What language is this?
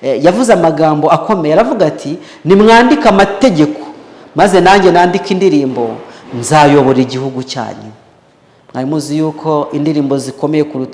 Kinyarwanda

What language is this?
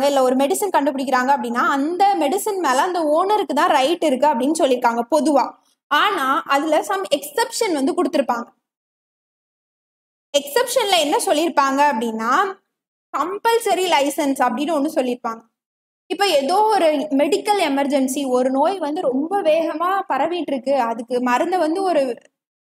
Tamil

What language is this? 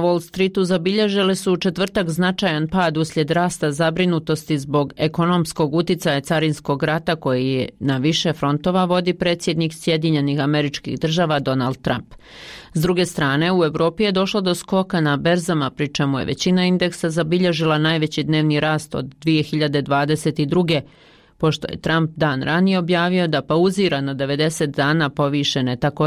Bosnian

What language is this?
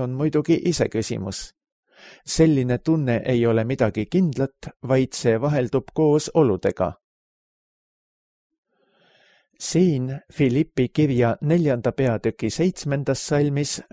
Estonian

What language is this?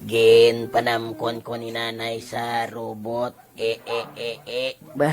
Hiligaynon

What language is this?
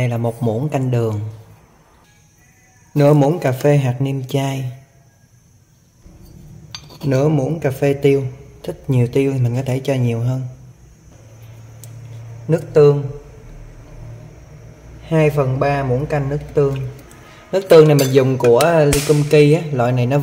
Vietnamese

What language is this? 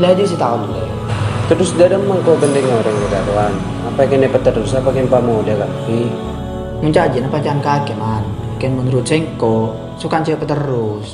Madurese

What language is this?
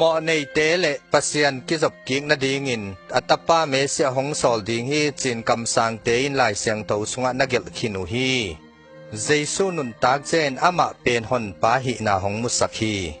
Tedim Chin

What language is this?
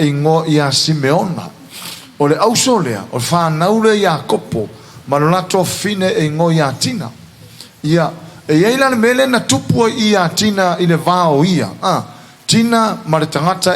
Samoan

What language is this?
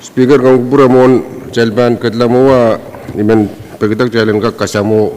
Pohnpeian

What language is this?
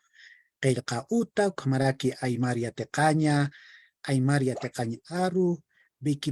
Aymara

